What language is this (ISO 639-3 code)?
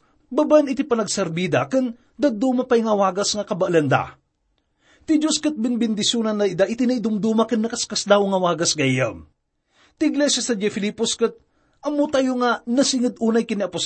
ilo